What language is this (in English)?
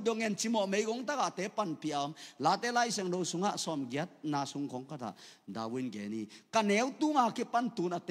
Tedim Chin